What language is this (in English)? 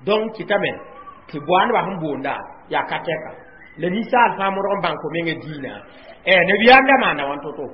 Mossi